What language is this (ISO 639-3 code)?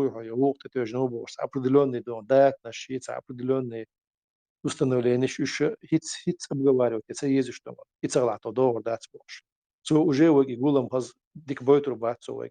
che